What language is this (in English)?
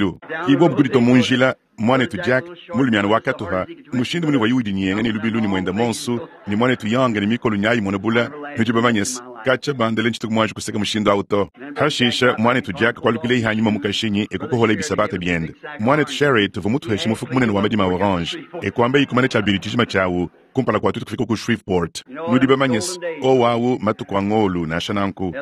Luba-Lulua